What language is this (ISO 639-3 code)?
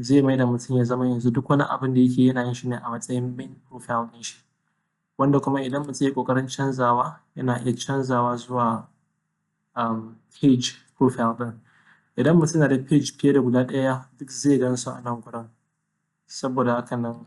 hau